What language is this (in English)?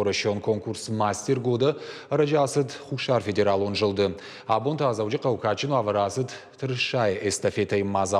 Ossetic